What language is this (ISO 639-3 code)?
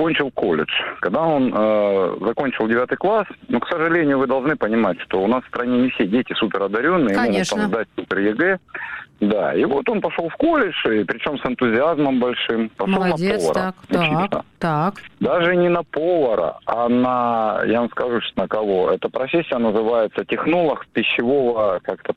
rus